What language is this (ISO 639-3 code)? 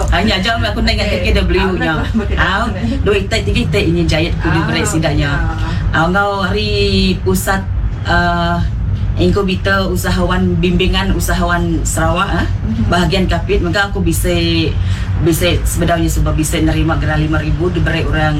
iba